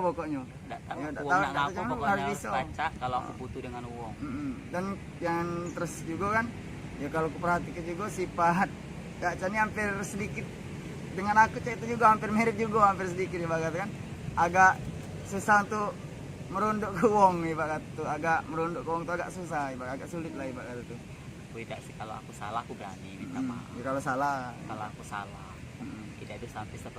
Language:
Musi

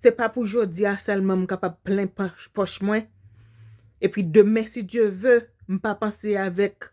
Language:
Haitian Creole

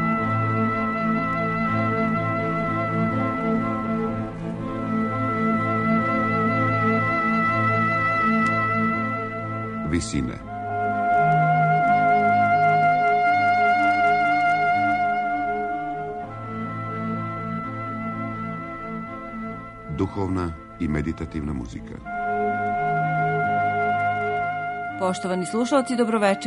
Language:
Serbian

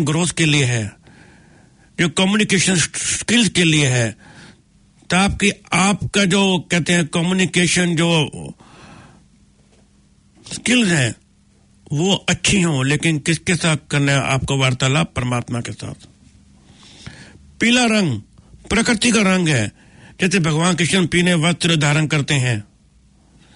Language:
Hindi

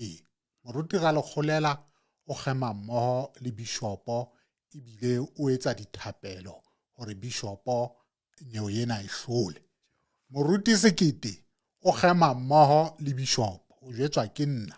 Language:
Southern Sotho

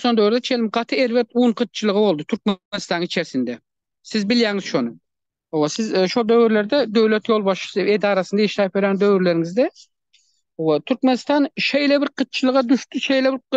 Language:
Turkmen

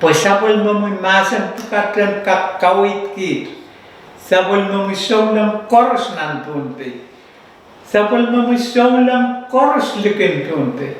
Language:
Pohnpeian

